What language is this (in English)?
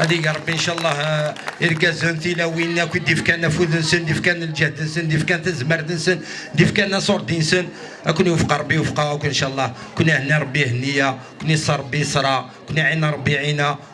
Kabyle